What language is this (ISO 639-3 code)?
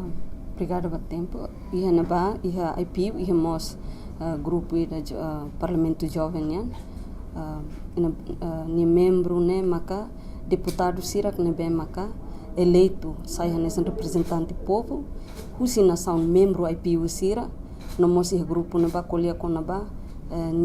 tet